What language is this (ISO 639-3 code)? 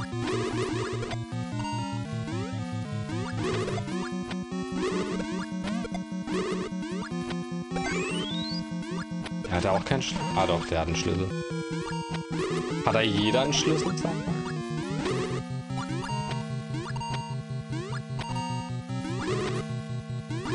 deu